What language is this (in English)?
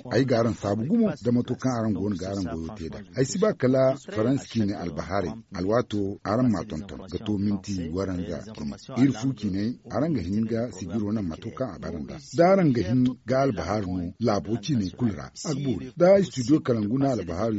Zarma